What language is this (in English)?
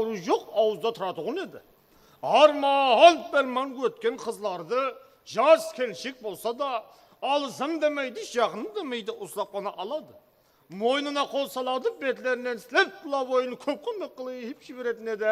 Kara-Kalpak